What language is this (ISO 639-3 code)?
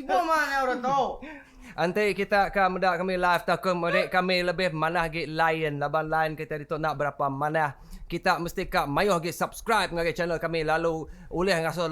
iba